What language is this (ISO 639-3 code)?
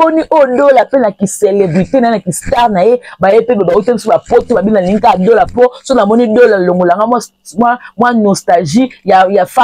lin